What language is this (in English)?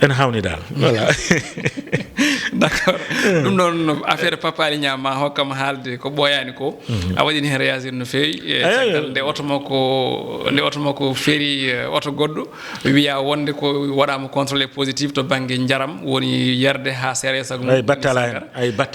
Fula